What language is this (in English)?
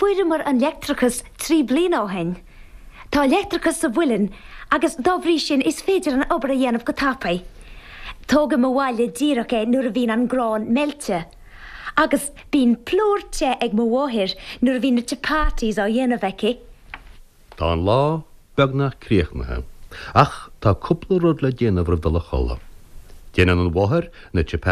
Irish